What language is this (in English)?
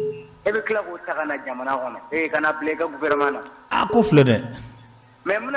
Bambara